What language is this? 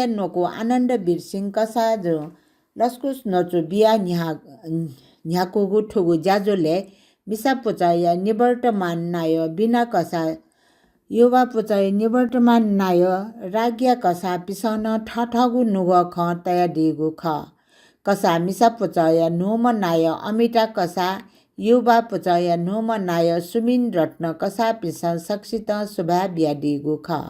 Newari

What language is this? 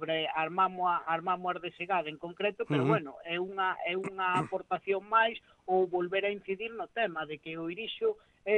Galician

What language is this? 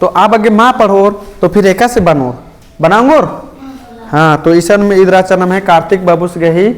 Kurukh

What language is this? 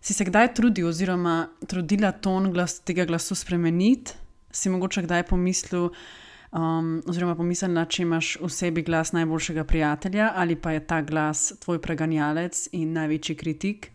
Slovenian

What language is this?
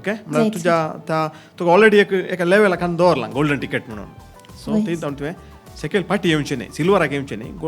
Konkani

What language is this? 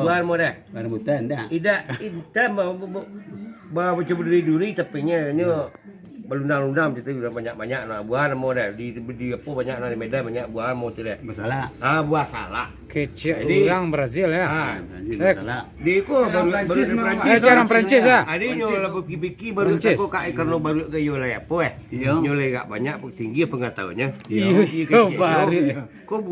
Minangkabau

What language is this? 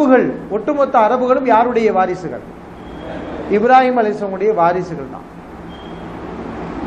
Tamil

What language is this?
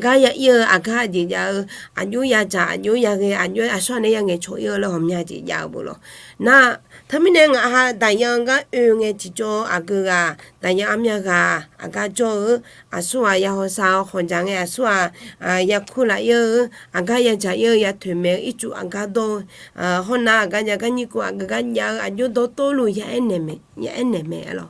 Akha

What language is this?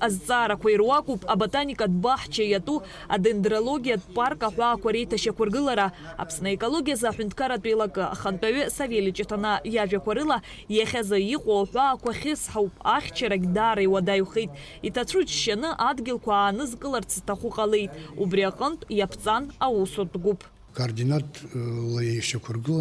Abkhazian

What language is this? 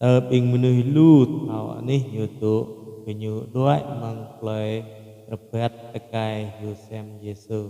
Jarai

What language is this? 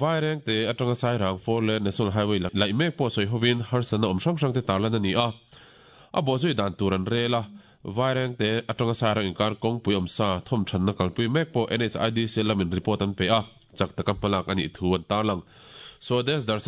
Mizo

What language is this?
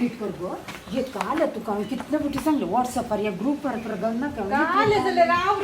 Konkani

